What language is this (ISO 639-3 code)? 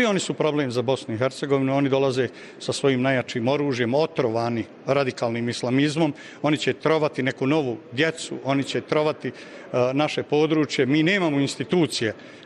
bos